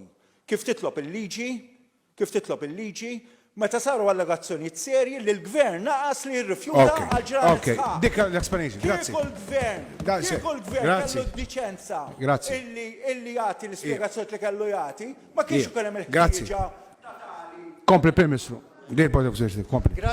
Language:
Maltese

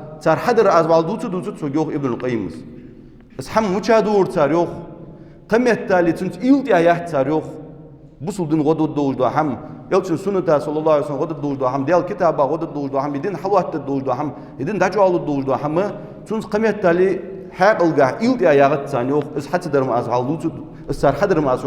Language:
Ingush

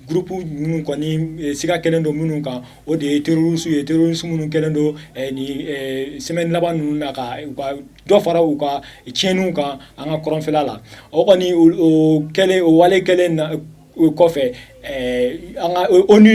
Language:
Bambara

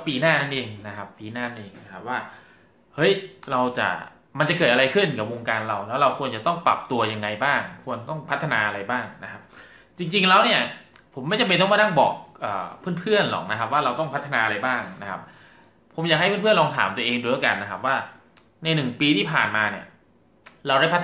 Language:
Thai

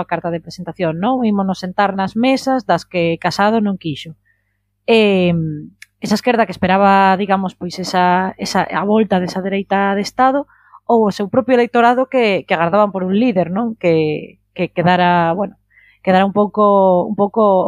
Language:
Galician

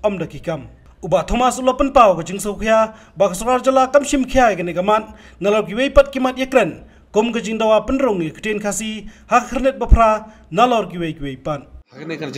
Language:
Khasi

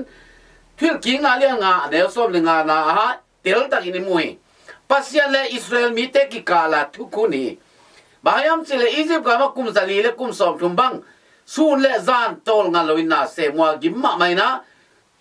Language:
Tedim Chin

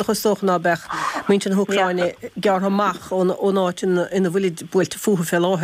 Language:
Irish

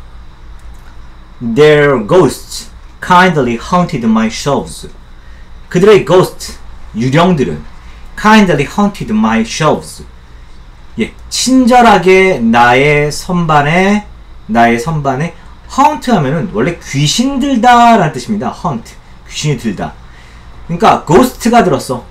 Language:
Korean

